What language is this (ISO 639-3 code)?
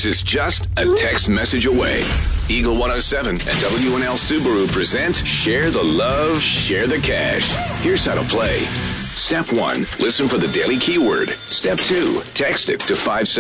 eng